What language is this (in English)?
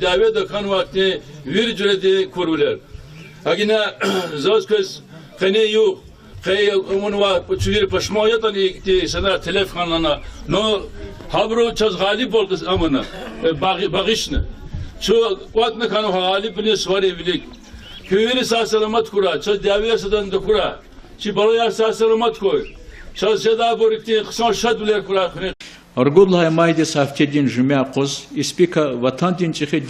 Lezghian